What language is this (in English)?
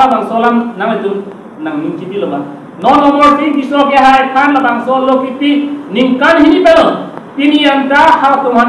Karbi